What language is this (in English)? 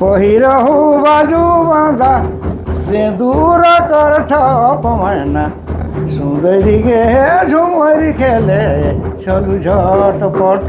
Sadri